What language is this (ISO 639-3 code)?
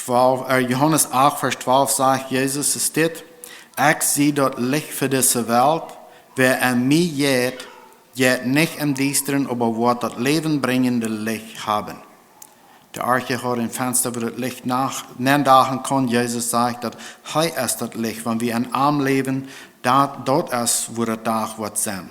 pdt